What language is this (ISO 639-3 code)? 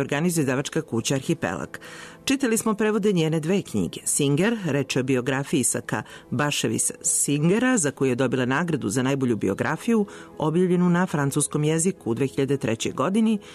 srp